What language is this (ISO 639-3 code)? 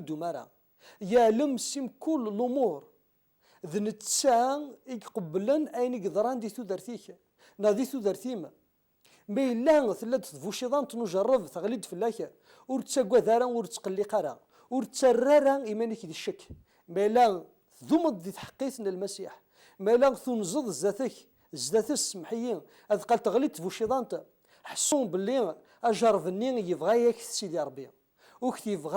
kab